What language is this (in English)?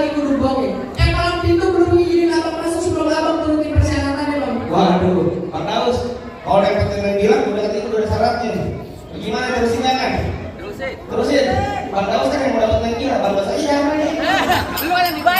Betawi